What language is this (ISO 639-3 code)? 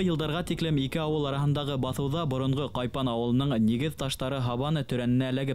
bak